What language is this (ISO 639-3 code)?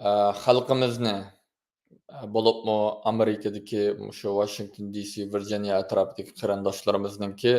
uig